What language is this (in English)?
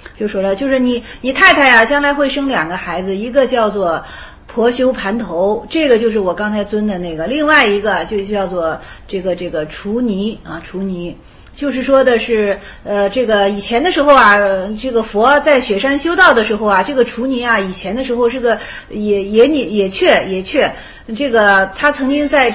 Chinese